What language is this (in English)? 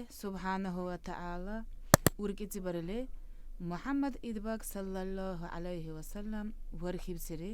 Dargwa